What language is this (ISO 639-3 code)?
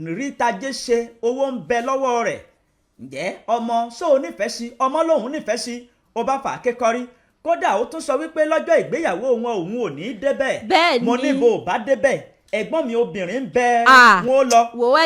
yor